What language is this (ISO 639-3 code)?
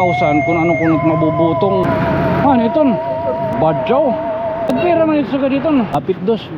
war